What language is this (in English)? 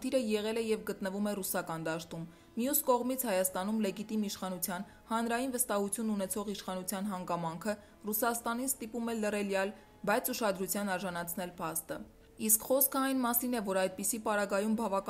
Armenian